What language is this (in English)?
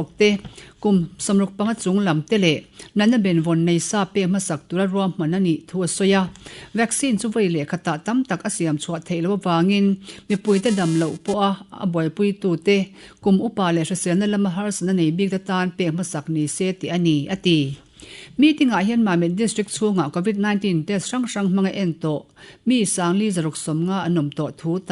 Mizo